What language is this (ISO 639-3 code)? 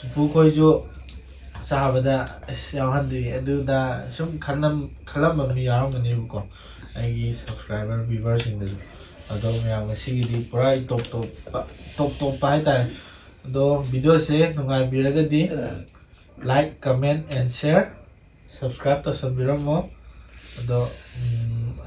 mni